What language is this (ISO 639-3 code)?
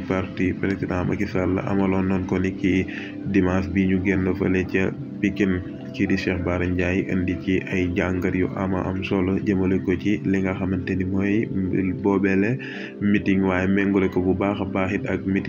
wol